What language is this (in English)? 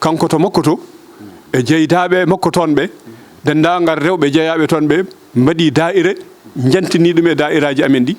Fula